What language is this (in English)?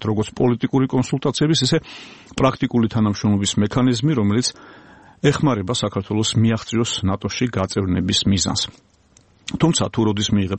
Georgian